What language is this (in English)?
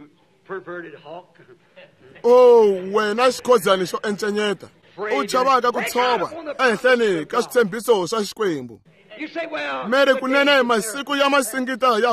Tsonga